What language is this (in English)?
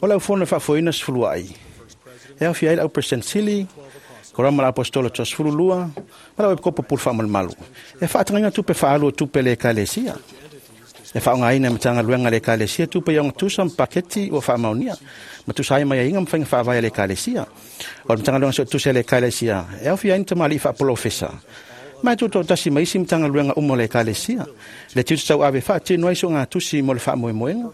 Samoan